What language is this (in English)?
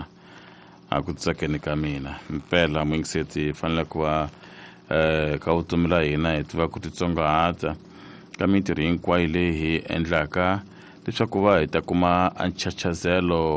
Tsonga